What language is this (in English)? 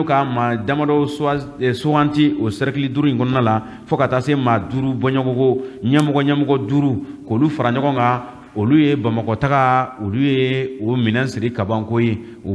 Bambara